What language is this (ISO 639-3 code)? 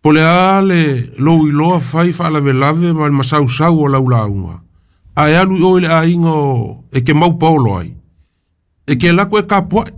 smo